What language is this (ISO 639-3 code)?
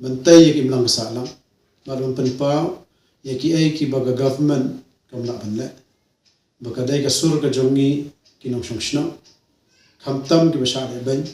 kha